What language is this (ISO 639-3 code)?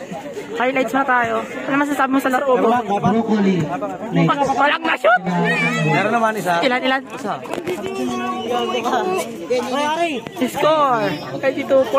fil